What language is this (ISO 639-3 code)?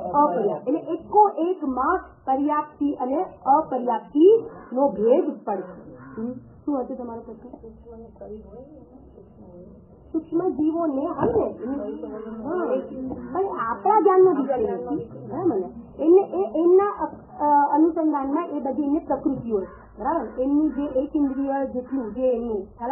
guj